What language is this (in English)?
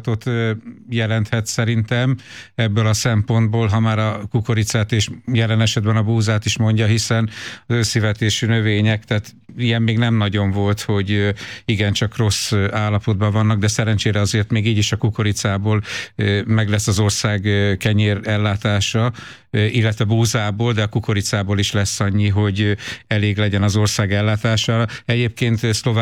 Hungarian